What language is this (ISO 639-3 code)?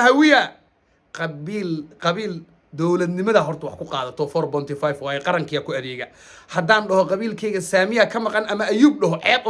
som